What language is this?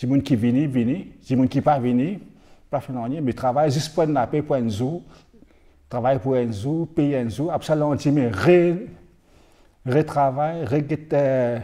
Morisyen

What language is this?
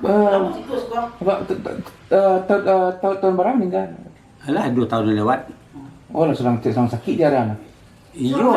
Minangkabau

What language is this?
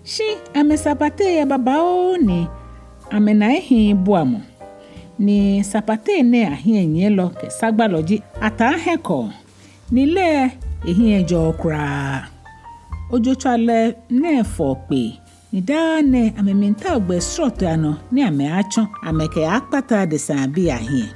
Ga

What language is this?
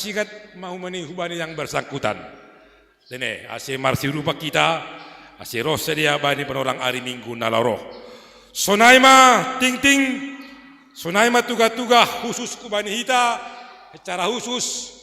Batak Simalungun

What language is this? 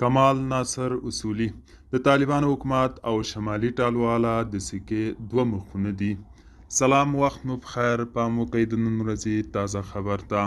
Pashto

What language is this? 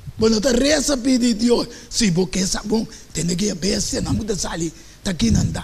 Papiamento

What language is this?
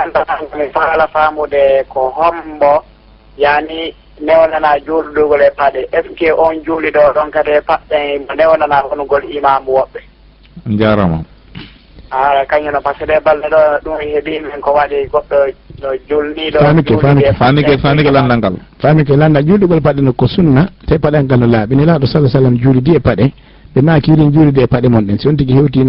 Fula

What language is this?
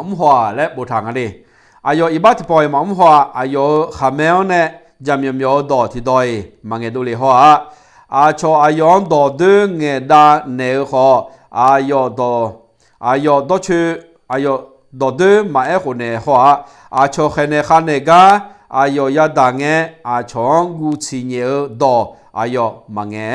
Akha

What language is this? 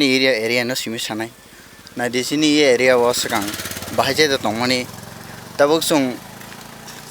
Kok Borok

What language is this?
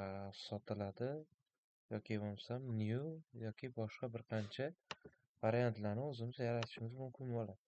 Uzbek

